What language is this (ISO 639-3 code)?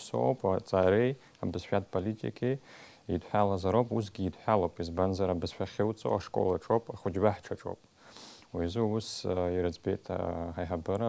abk